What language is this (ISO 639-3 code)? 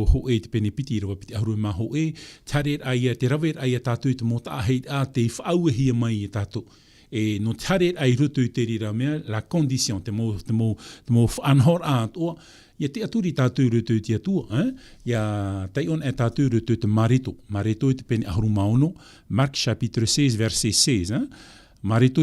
tah